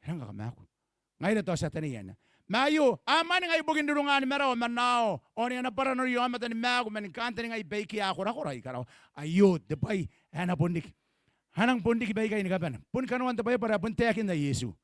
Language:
Gilbertese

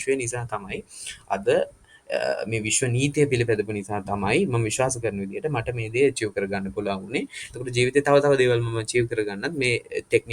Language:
Sinhala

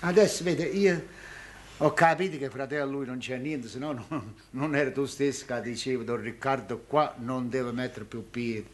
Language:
Neapolitan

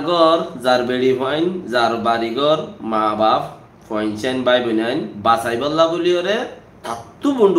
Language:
Rohingya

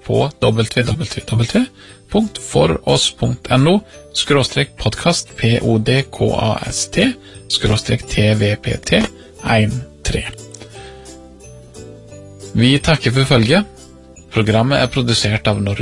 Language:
Norwegian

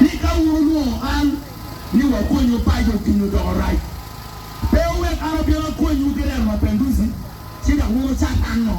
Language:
Acoli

